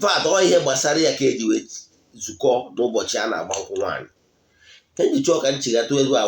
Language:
Igbo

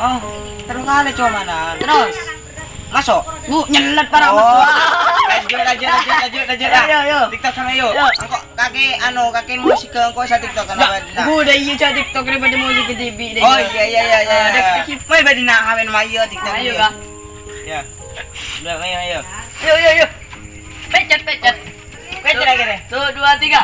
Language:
Madurese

